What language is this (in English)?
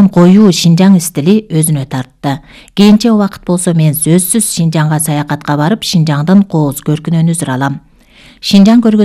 Kyrgyz